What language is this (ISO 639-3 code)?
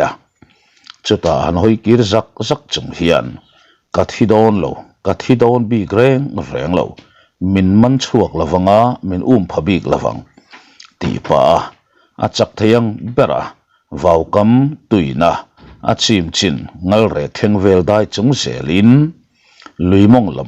lus